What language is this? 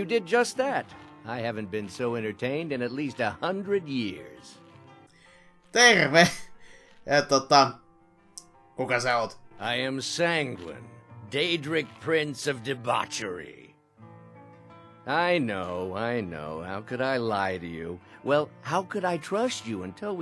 Finnish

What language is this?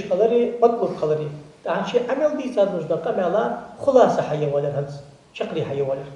Ingush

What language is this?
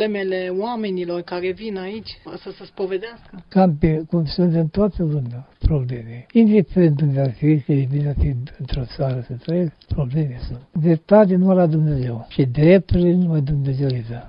Romanian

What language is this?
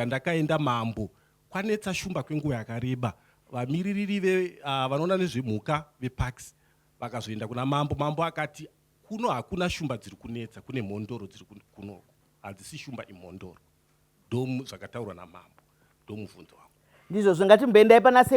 Shona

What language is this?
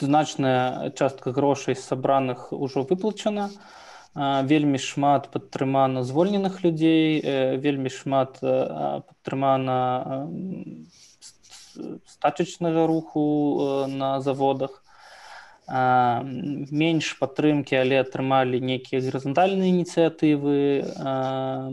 Belarusian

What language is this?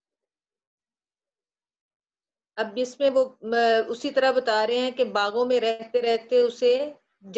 Urdu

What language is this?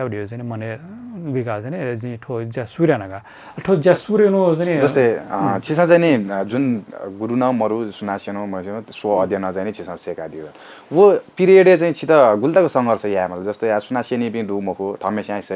Newari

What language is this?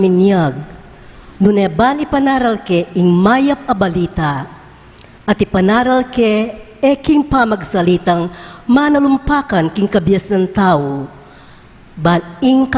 Pampanga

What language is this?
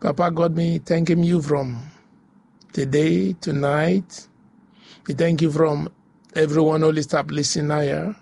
Bislama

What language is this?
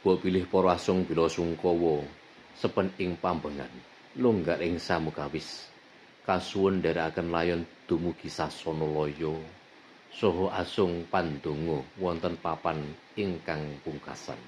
Javanese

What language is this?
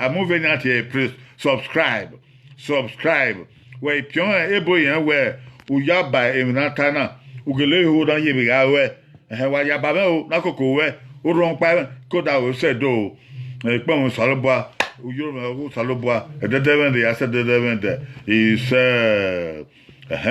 Bini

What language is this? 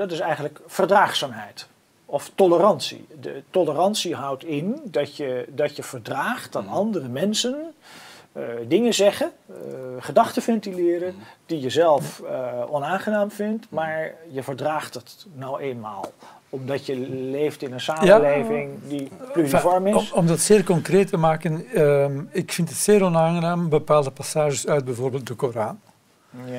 Dutch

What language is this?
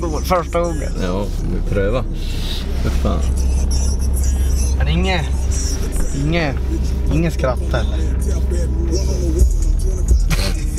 Swedish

